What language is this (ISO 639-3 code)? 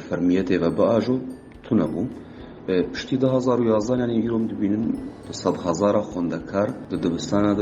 kur